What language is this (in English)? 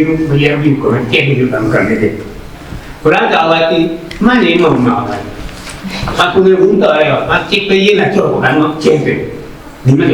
Acoli